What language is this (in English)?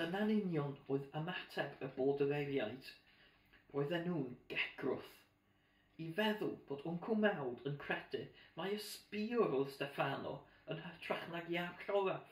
Welsh